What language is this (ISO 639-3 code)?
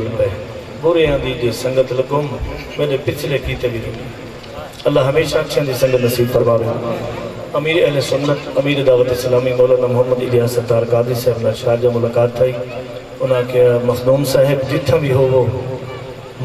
skr